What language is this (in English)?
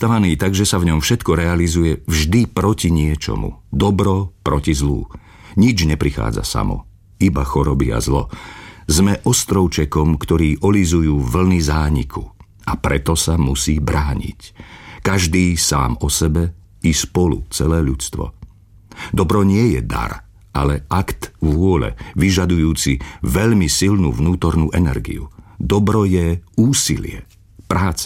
Slovak